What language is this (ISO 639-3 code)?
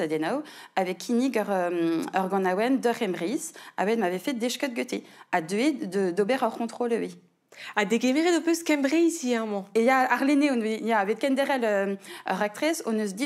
bre